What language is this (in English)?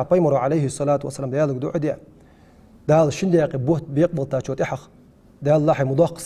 Ingush